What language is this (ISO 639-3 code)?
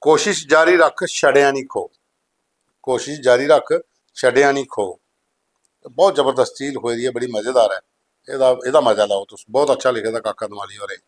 doi